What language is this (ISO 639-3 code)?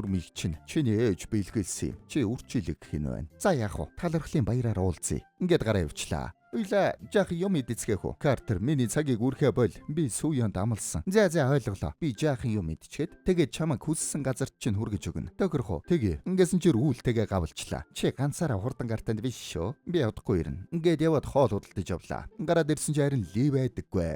mon